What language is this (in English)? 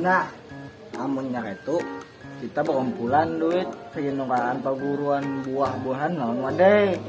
Banjar